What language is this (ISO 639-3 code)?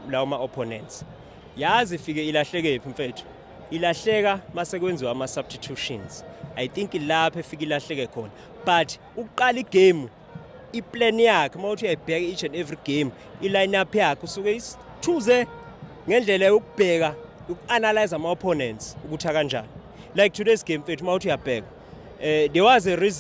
zul